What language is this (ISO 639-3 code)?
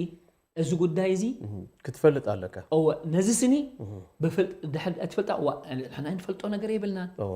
tir